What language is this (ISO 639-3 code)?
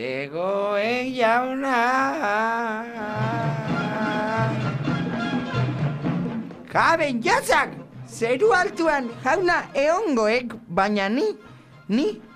eus